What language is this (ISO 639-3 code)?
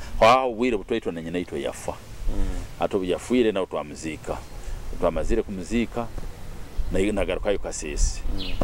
nyo